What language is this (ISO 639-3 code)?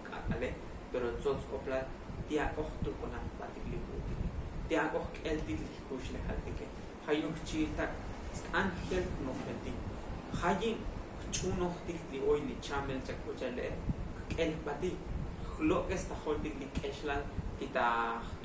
tzo